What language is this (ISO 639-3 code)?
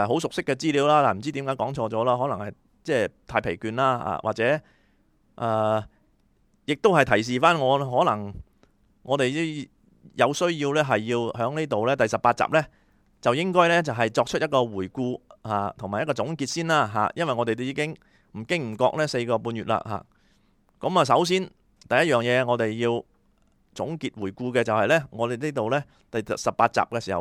yue